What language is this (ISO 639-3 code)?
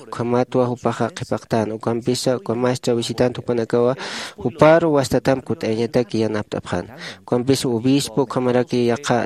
aym